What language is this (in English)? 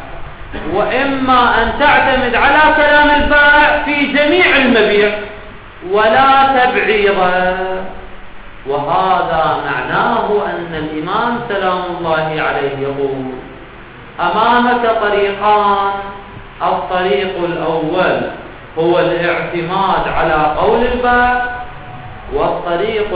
Arabic